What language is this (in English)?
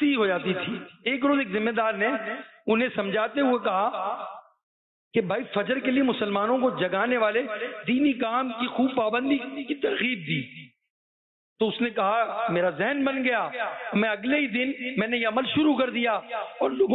Urdu